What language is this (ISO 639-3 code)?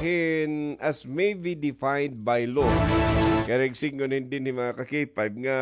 war